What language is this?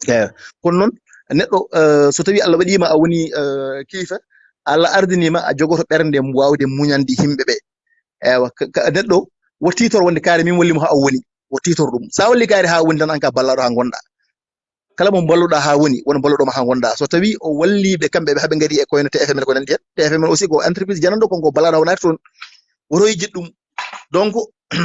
Fula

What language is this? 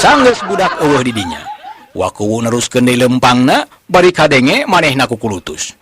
Sundanese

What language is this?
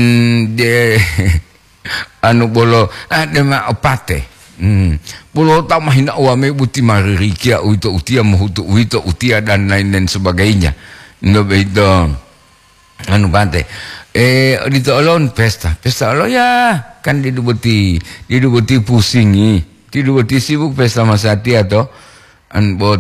Gorontalo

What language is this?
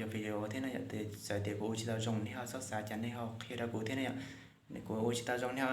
Hmong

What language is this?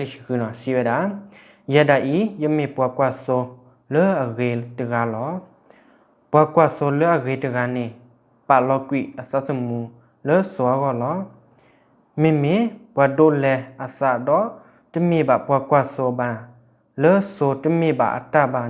S'gaw Karen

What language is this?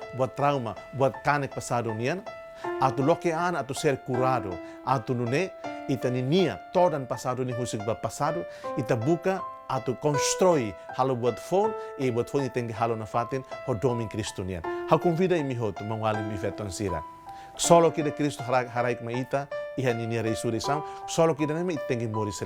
Tetum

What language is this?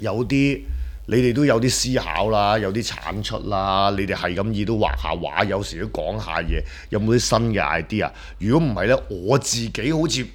Cantonese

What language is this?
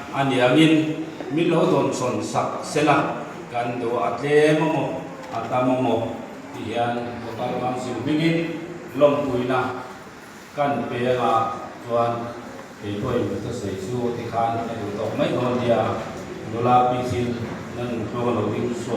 Mizo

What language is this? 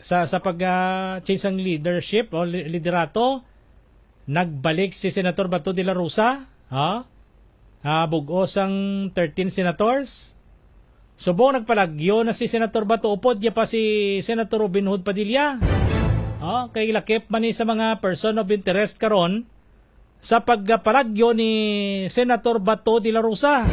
Hiligaynon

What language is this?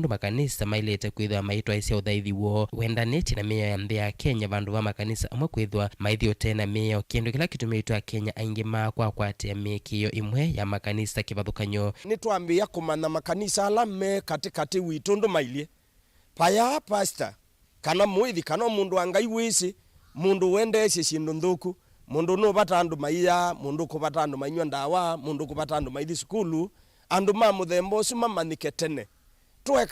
Kamba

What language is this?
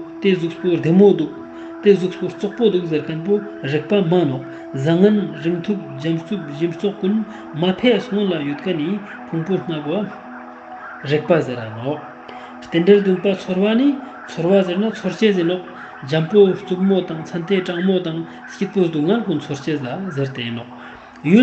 Ladakhi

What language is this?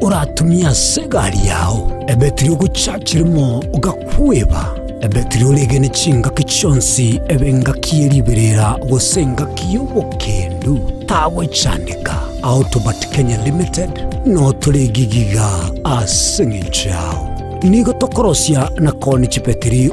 Gusii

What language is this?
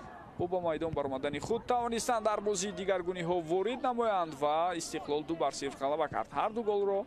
Tajik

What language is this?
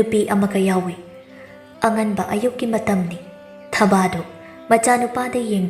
Manipuri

